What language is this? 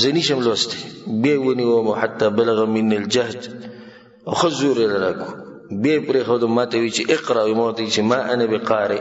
Pashto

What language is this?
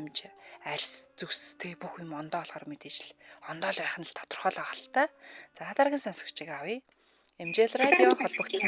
Mongolian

